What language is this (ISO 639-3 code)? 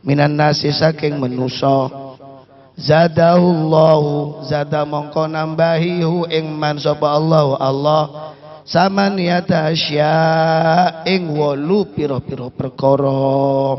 mad